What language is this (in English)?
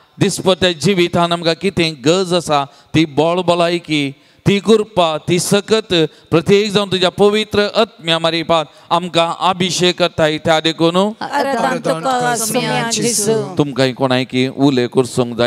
Konkani